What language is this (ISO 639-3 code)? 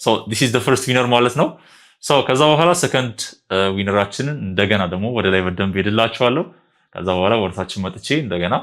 amh